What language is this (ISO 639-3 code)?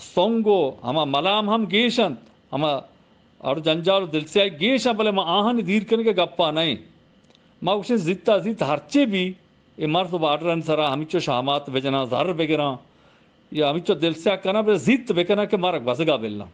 bgp